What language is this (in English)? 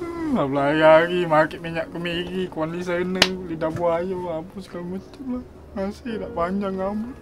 Musi